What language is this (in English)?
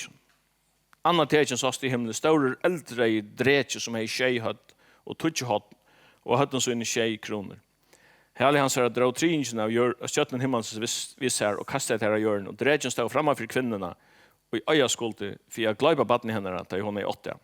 Faroese